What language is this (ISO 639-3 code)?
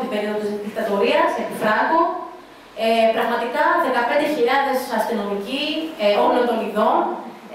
ell